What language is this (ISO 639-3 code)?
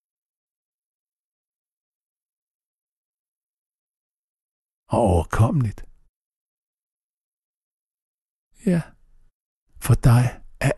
dan